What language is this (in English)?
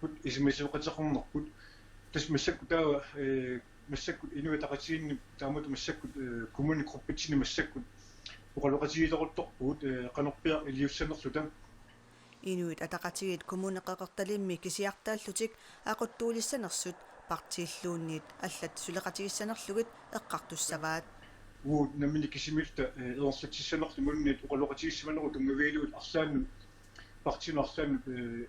Kalaallisut